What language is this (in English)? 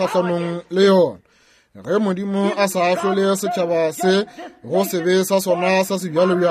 Northern Sotho